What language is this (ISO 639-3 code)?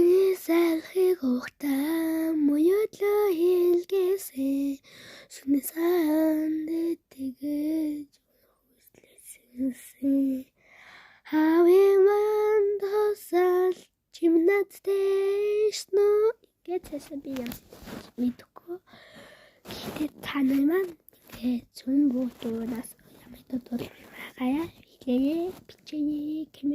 mon